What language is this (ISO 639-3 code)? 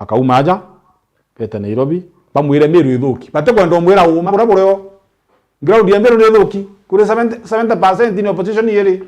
mer